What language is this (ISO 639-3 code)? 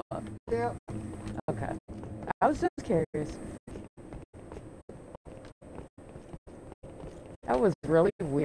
eng